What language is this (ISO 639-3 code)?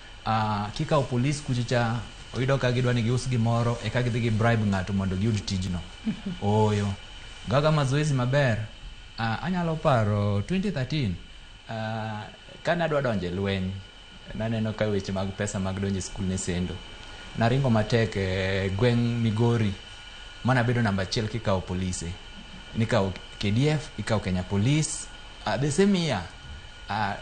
luo